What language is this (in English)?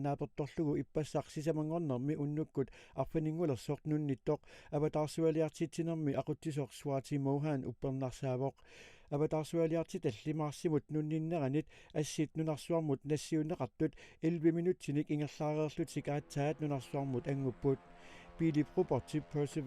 Kalaallisut